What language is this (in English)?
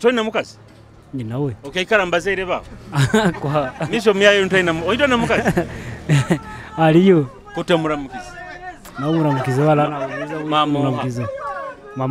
Tooro